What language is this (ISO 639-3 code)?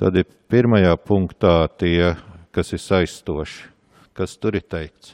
lav